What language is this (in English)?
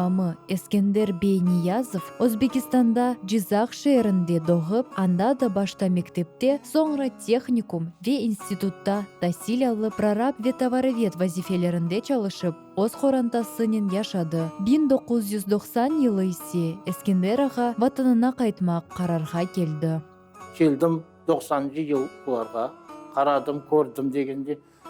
Crimean Tatar